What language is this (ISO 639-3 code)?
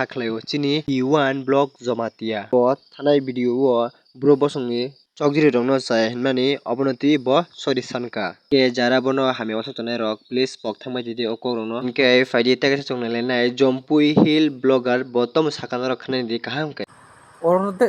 trp